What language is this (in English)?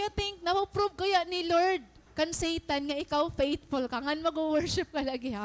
Waray